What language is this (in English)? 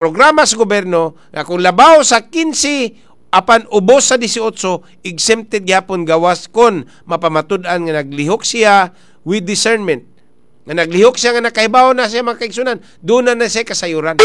Cebuano